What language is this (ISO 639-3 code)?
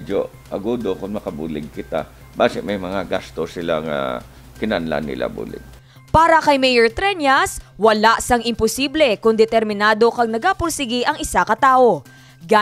hil